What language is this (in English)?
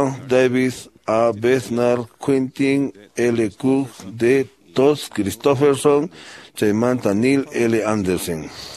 Quechua